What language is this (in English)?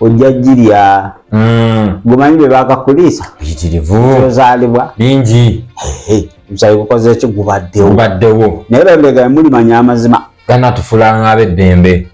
Ganda